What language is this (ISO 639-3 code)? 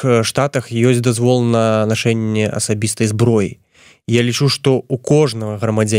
bel